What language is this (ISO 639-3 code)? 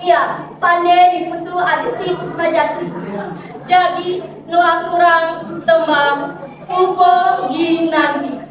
ban